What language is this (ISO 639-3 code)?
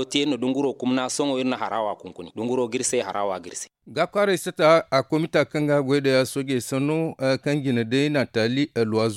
dje